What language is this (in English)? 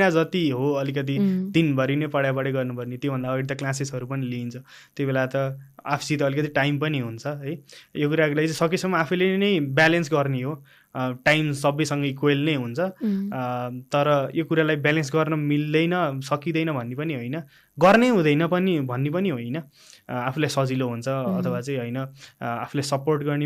Nepali